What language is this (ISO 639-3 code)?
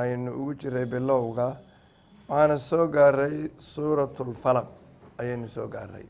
som